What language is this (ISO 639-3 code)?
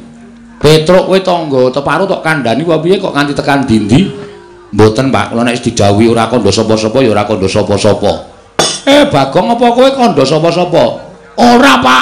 jav